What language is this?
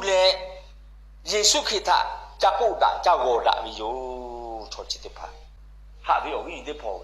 Lahu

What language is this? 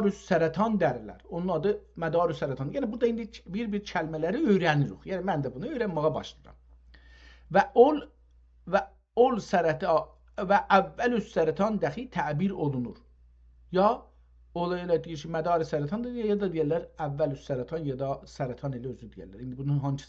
South Azerbaijani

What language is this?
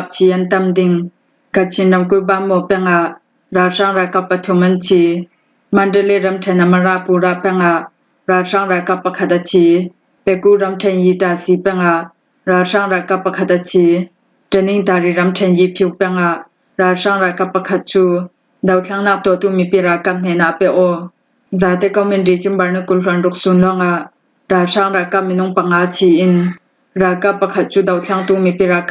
Falam Chin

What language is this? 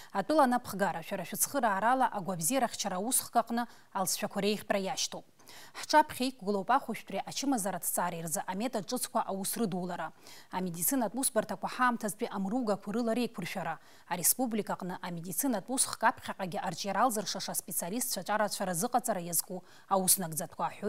Abkhazian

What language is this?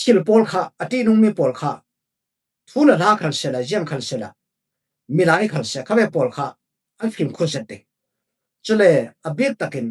Falam Chin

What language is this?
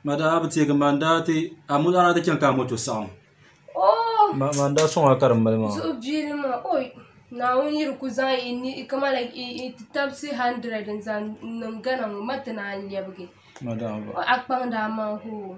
Dagbani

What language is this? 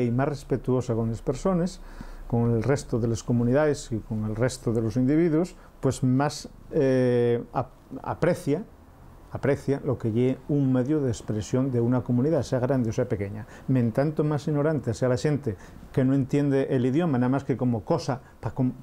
Asturian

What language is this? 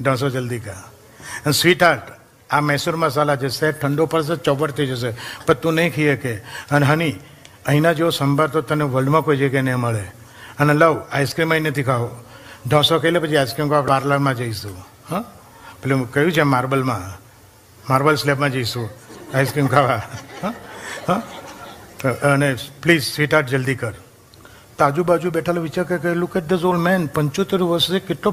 Gujarati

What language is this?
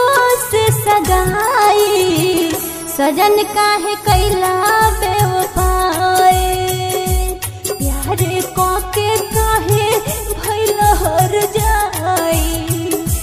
Bhojpuri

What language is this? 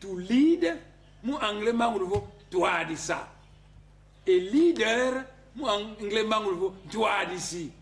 Kongo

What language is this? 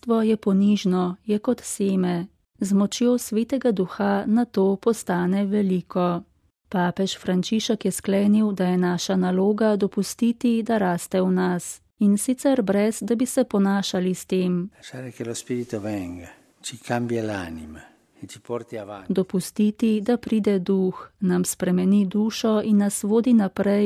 Slovenian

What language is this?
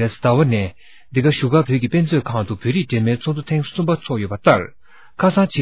Tibetan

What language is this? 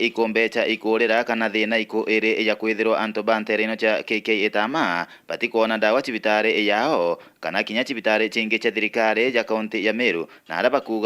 Meru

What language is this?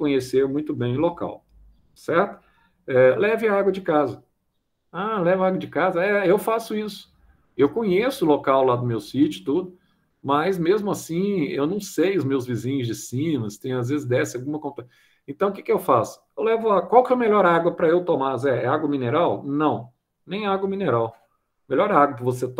Portuguese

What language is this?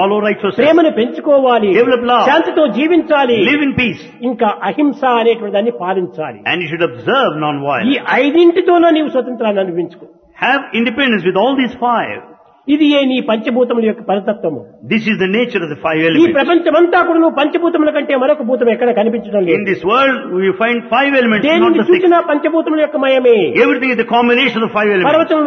Telugu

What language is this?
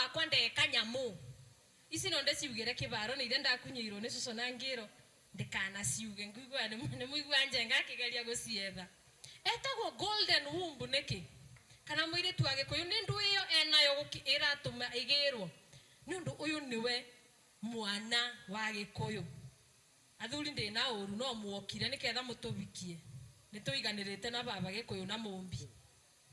Kikuyu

